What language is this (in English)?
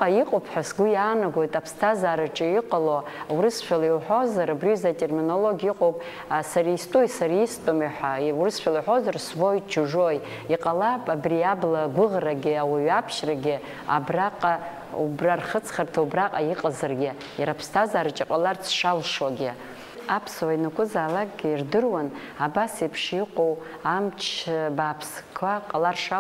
Abkhazian